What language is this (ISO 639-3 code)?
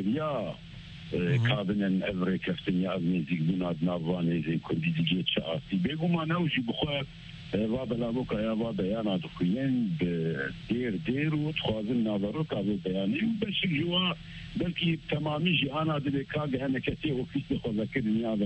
kur